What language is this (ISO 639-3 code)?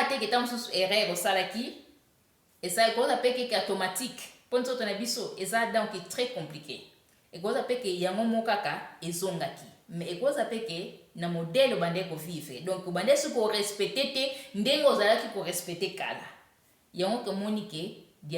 lin